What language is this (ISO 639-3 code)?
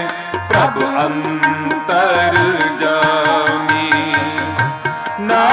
pan